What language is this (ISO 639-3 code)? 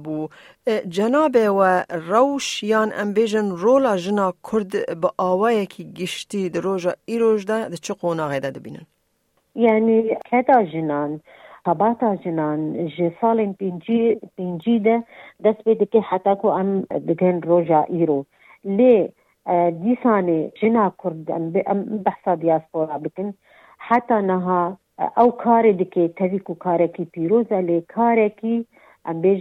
kur